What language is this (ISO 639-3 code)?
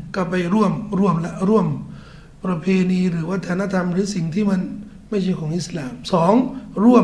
tha